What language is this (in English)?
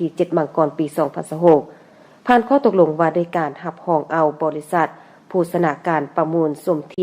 Lao